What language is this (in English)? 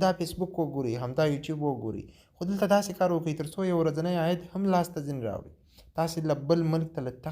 Pashto